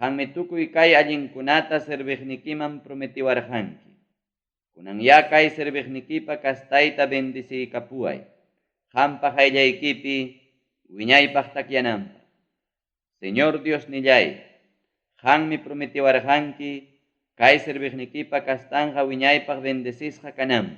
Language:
Ayacucho Quechua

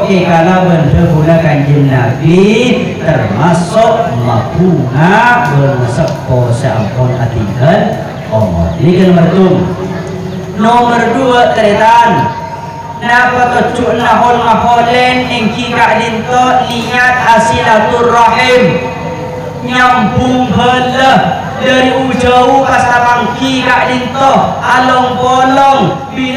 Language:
Madurese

